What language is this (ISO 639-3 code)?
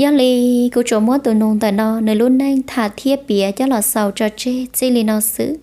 hmn